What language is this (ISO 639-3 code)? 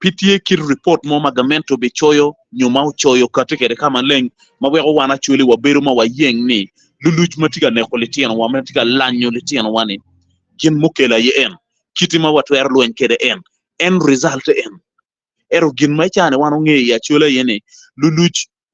ach